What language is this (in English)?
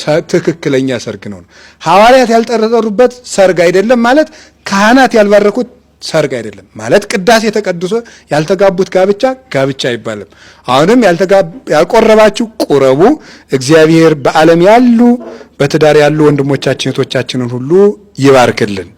Amharic